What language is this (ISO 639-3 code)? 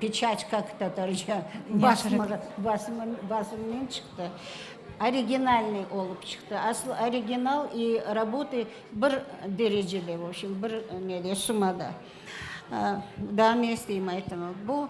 crh